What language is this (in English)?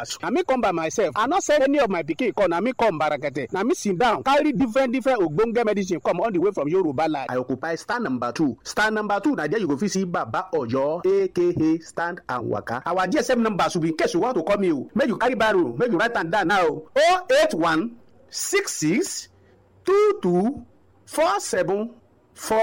Nigerian Pidgin